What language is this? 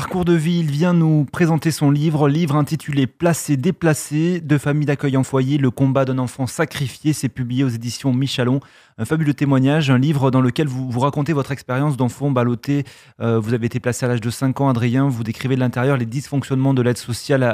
French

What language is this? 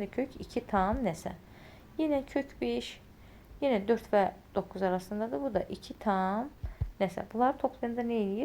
Azerbaijani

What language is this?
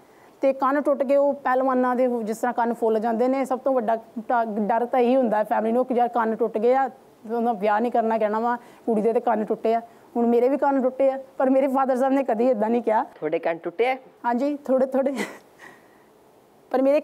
Punjabi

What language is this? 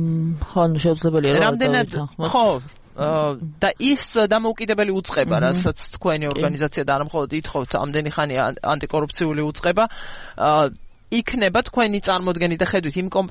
Georgian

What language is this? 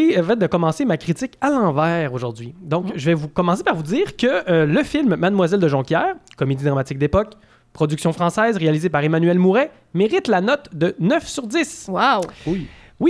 French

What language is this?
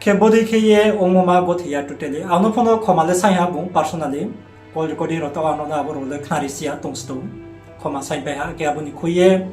Riang (India)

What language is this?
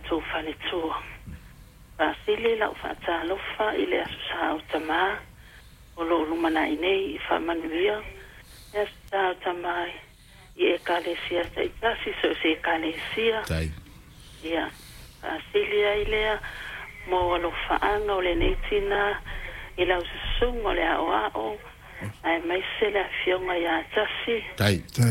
Samoan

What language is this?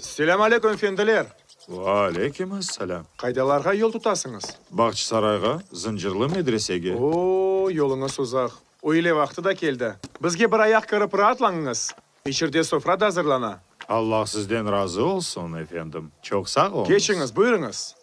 Crimean Tatar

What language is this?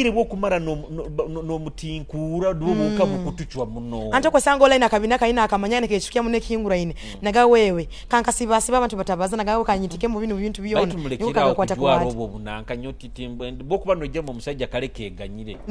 Nyoro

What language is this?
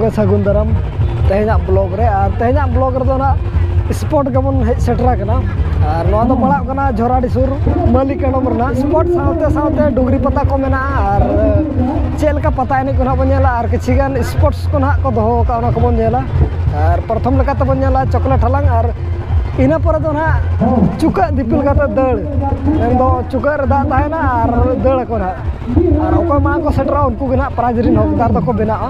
Santali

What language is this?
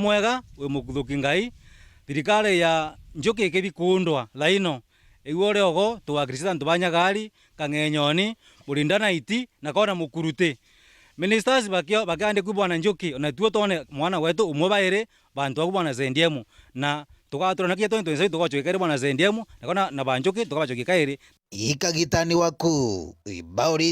Meru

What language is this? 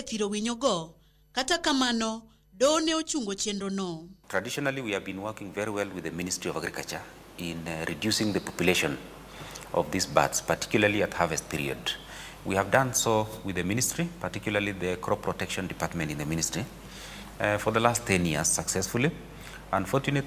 Luo (Kenya and Tanzania)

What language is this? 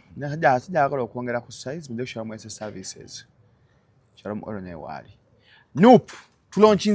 Ganda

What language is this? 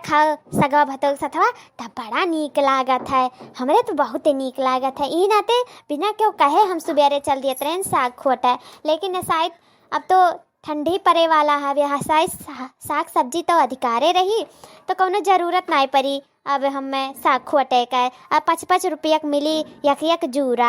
Awadhi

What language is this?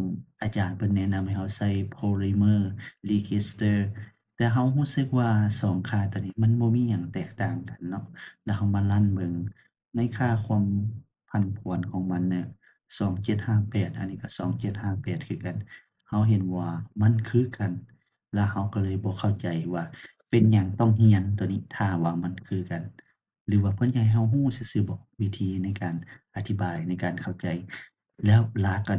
Lao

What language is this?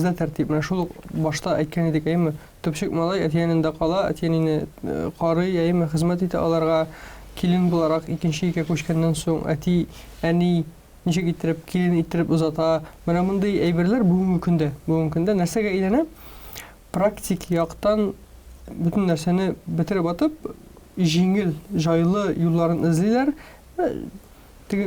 Tatar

